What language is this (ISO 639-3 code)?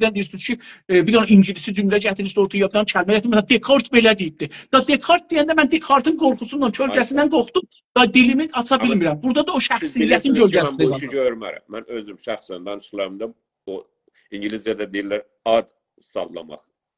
azb